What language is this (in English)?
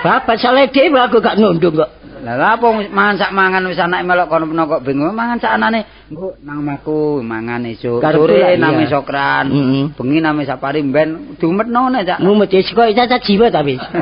Javanese